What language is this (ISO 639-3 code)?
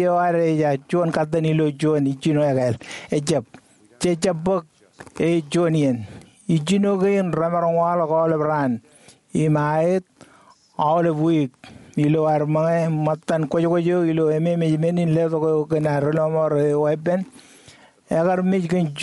mah